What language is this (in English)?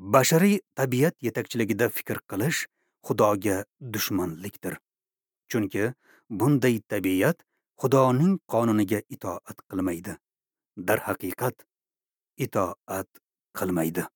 Uzbek